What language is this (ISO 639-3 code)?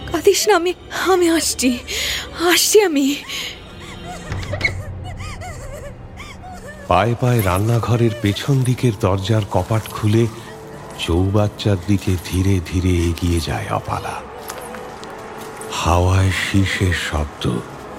ben